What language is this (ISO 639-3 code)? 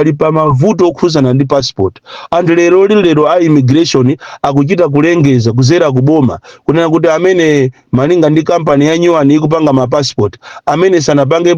nya